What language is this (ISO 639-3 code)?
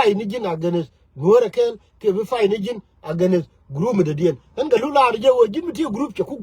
nus